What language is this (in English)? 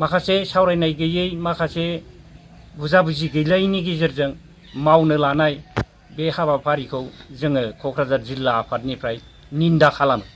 Bodo